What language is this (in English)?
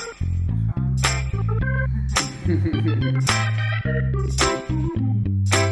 Hebrew